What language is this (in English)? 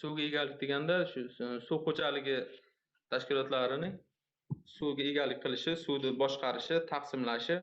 Uzbek